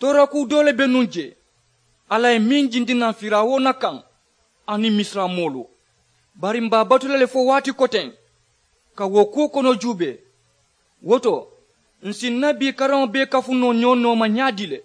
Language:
Mandingo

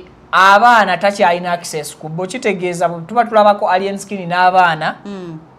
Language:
Ganda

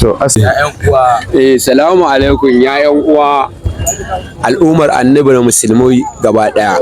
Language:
Hausa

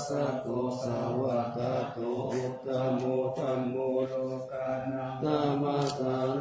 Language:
Pali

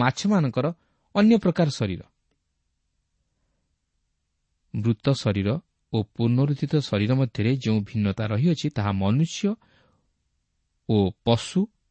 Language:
Odia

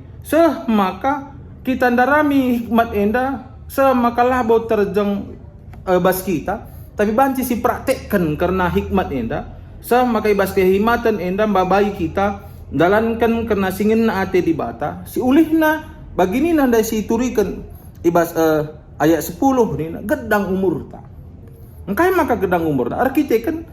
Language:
Batak Karo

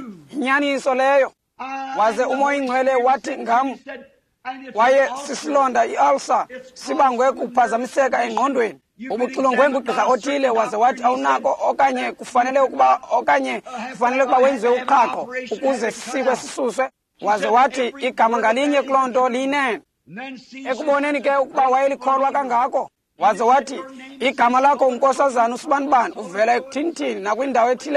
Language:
Xhosa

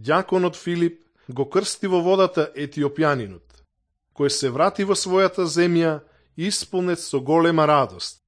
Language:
Macedonian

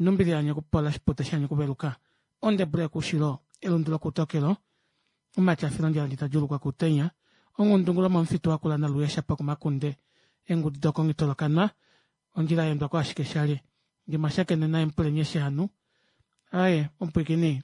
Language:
Kuanyama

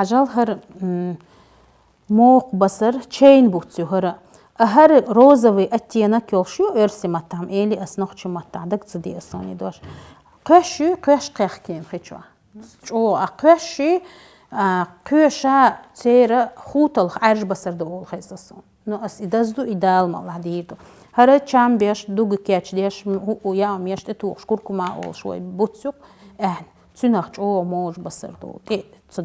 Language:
Chechen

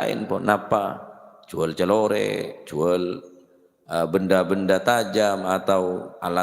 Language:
Madurese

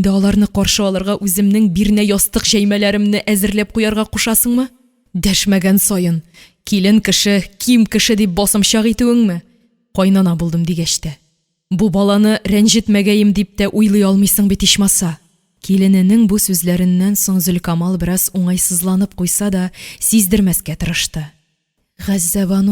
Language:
Tatar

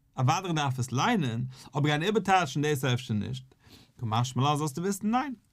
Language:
Yiddish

